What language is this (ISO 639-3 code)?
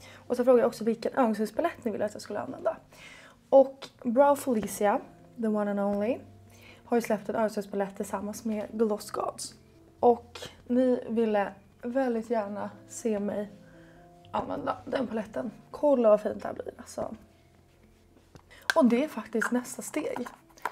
swe